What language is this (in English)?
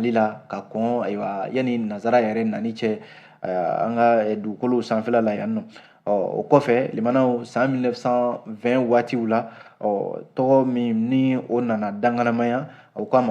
Bambara